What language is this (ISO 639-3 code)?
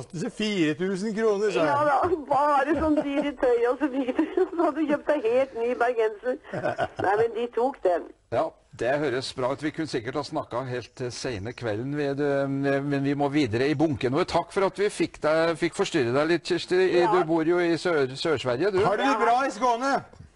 nor